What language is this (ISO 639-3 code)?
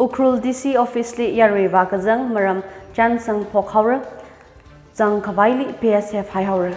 nmf